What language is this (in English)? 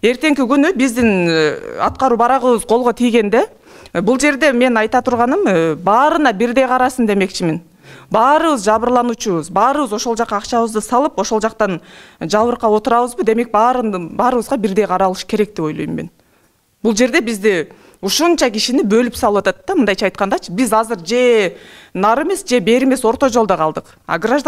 Kyrgyz